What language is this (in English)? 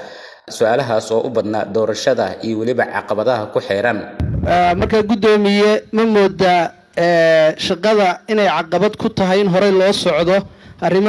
Somali